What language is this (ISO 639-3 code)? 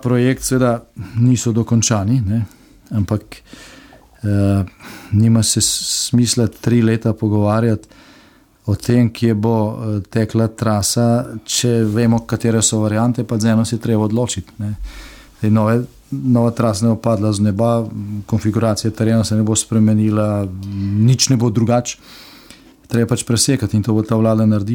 slv